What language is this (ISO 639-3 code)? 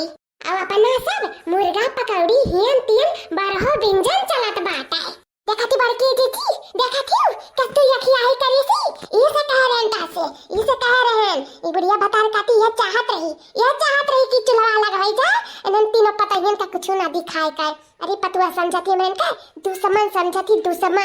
awa